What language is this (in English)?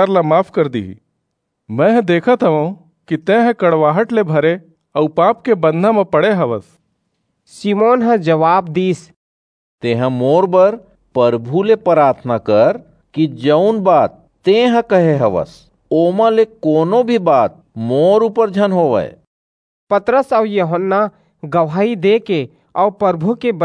Chhattisgarhi